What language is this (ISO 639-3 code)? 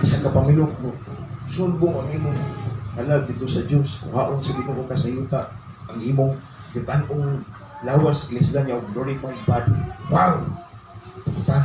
ceb